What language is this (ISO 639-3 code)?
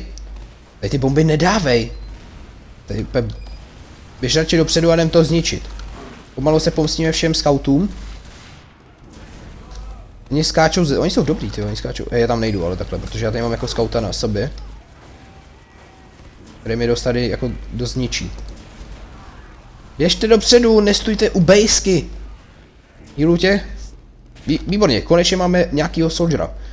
ces